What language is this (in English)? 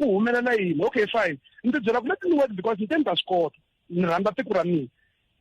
Tsonga